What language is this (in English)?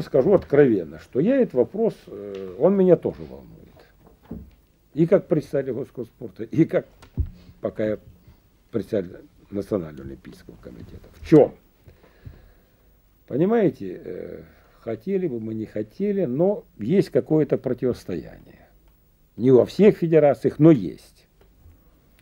Russian